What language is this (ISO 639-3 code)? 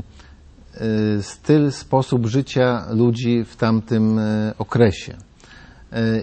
pol